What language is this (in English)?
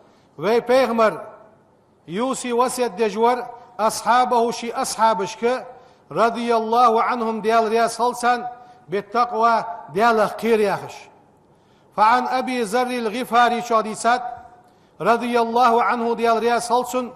Ingush